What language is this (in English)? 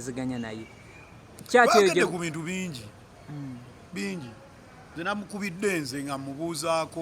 Ganda